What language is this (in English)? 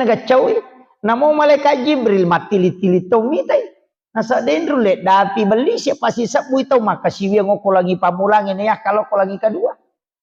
Buginese